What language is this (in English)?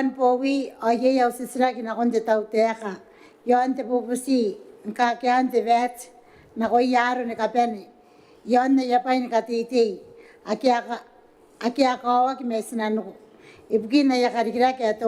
Gilbertese